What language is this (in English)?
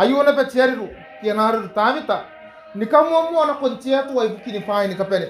Gilbertese